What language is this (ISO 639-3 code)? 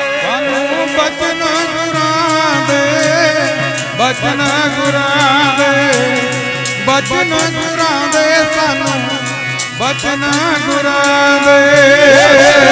pan